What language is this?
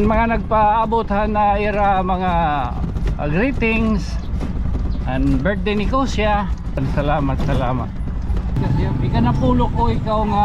Waray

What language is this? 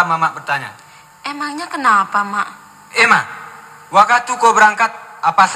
Minangkabau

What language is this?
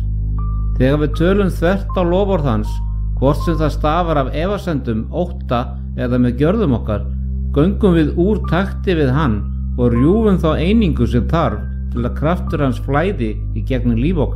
Icelandic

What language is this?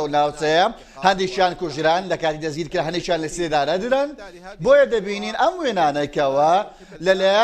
Central Kurdish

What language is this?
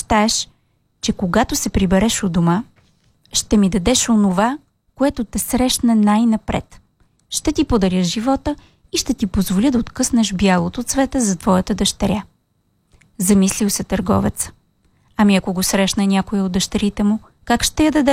Bulgarian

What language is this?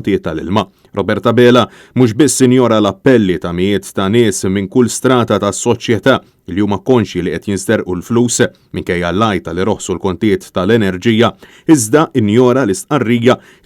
Maltese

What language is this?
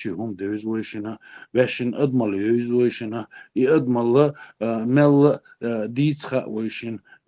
Chechen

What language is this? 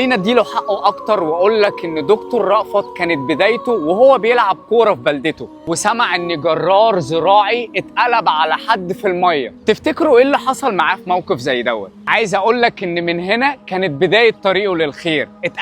Egyptian Arabic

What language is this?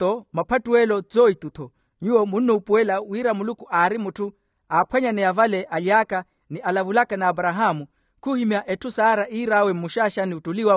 Makhuwa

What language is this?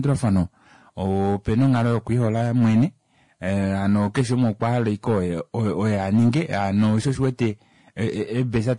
Kuanyama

